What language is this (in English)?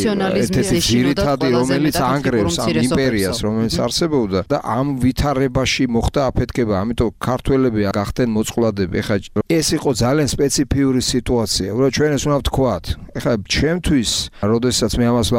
Georgian